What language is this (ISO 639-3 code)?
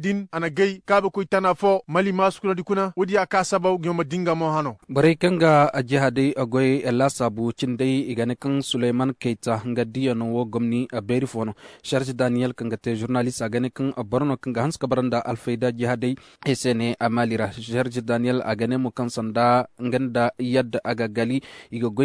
ses